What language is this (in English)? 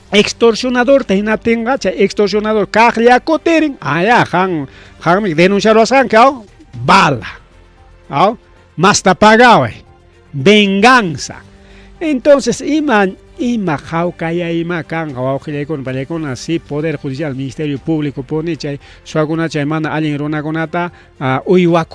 Ayacucho Quechua